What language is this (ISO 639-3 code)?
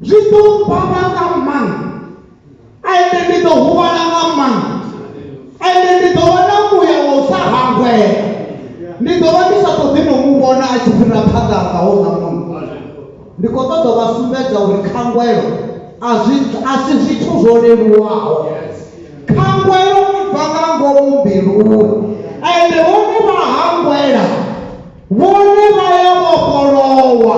ven